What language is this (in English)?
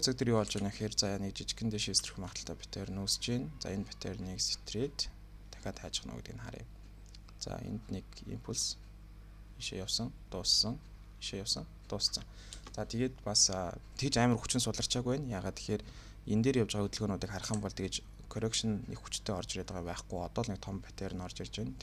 Mongolian